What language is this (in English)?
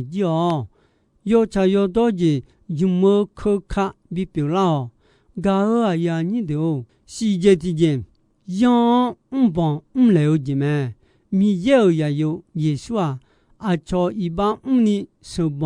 Akha